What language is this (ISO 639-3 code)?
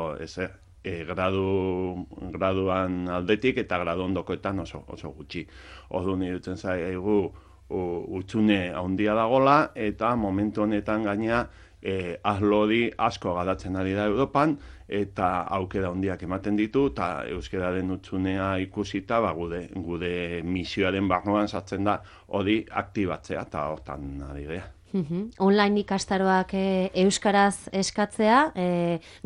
eus